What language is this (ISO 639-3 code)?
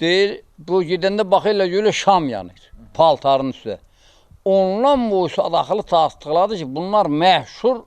aze